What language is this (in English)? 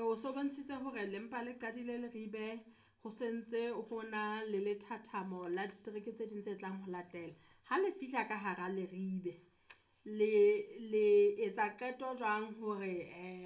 Southern Sotho